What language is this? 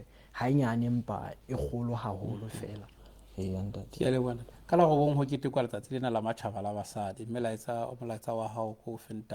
Southern Sotho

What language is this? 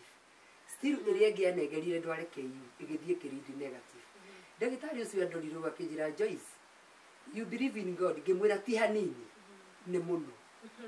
Kikuyu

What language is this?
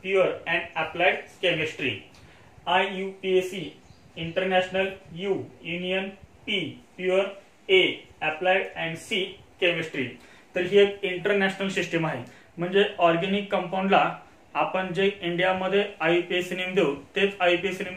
Marathi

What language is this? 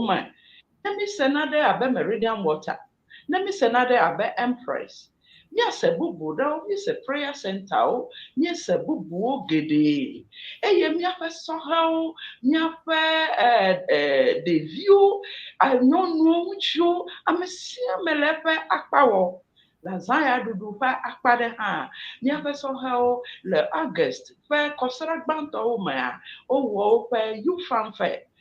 Ewe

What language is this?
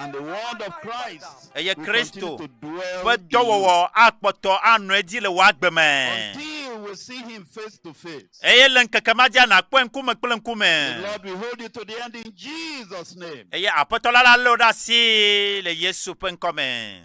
Ewe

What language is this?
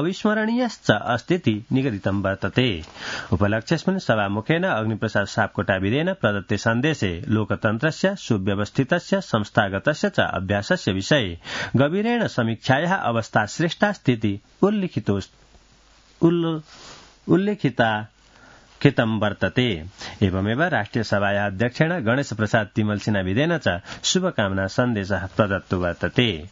Sanskrit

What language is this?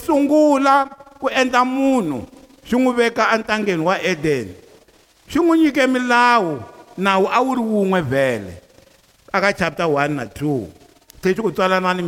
Tsonga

